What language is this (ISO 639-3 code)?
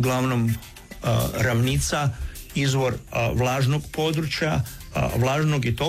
hrv